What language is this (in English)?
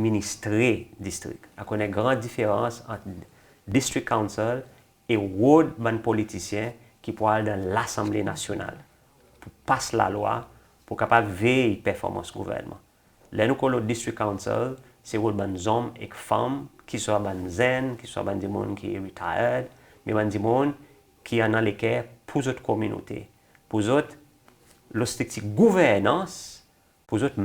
Seselwa Creole French